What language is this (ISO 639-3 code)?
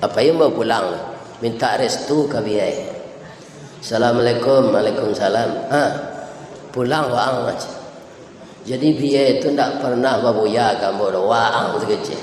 min